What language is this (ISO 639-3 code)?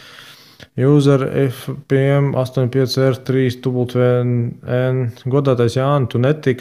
lav